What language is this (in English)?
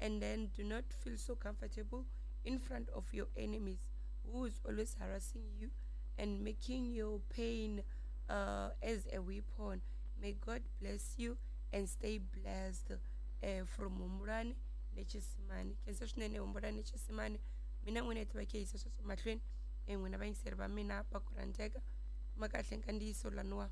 Tsonga